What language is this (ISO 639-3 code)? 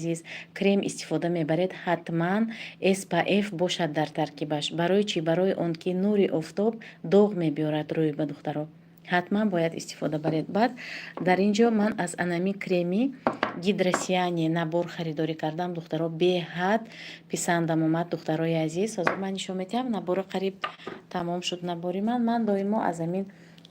tgk